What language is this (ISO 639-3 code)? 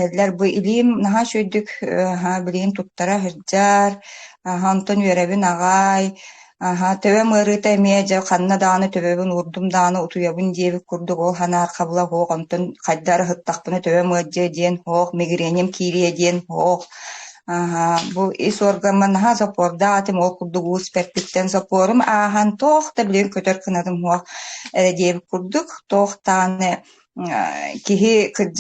sah